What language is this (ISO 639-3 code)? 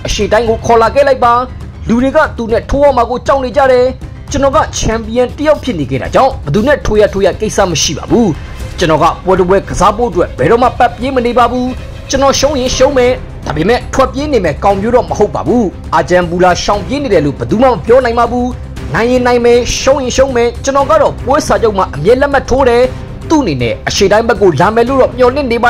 mya